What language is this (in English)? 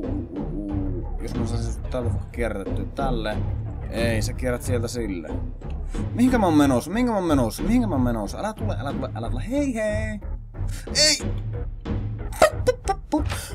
Finnish